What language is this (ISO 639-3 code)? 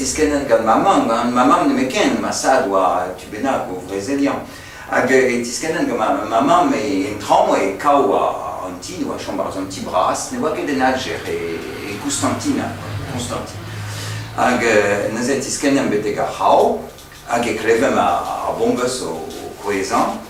bre